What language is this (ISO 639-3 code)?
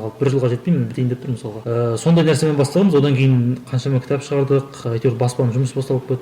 kaz